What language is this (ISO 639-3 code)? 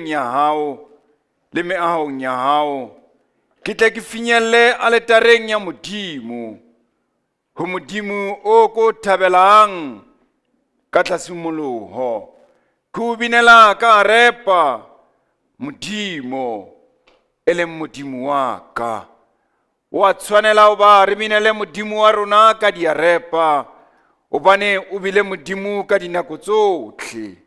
sot